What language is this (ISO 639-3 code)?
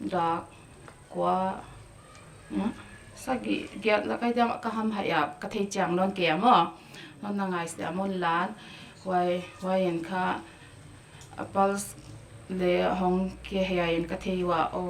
pck